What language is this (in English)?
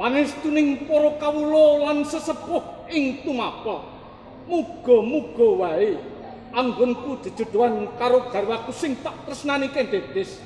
Javanese